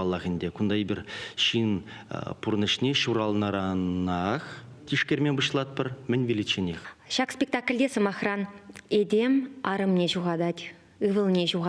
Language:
Chuvash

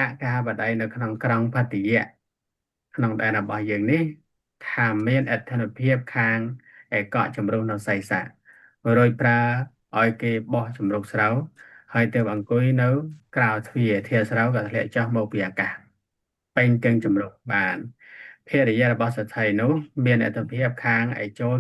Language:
Khmer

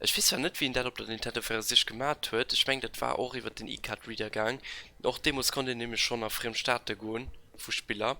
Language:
Luxembourgish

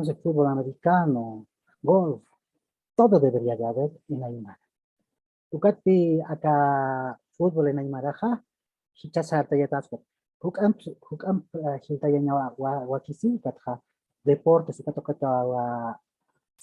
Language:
Aymara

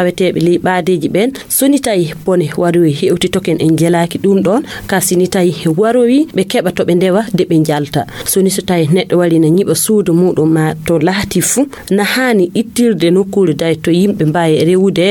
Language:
Nigerian Fulfulde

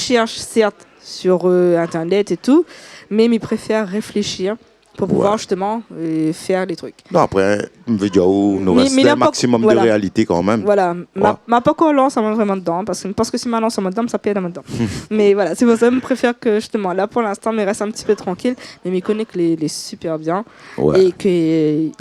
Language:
Réunion Creole French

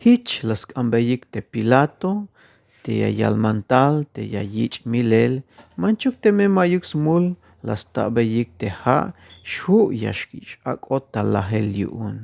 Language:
Tzeltal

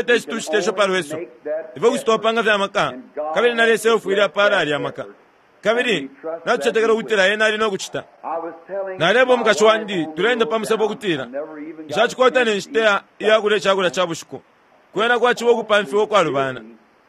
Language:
Bemba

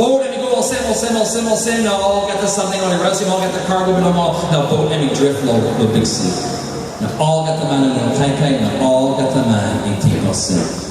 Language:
Tok Pisin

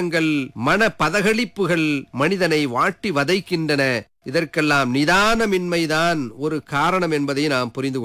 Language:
Tamil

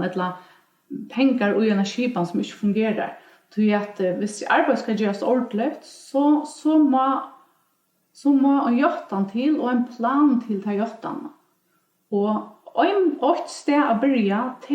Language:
Faroese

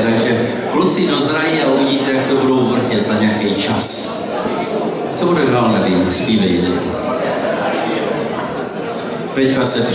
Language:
Czech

